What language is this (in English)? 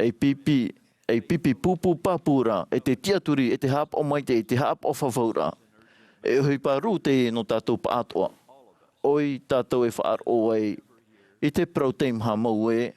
Tahitian